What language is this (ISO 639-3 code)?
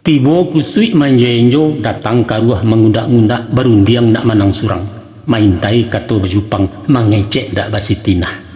min